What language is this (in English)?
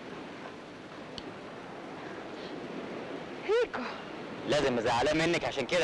Egyptian Arabic